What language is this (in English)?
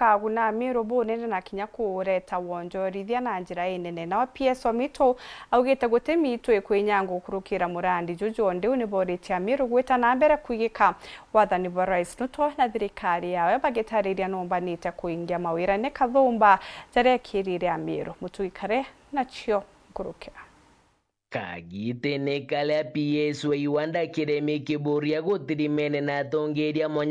Meru